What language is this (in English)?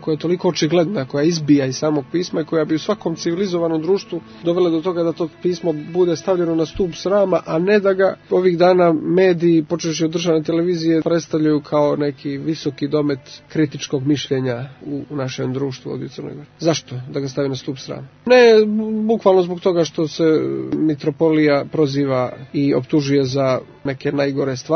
Serbian